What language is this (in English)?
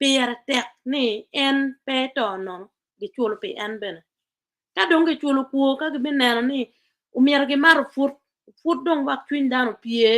Acoli